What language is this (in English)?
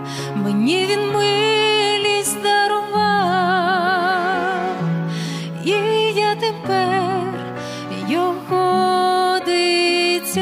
Ukrainian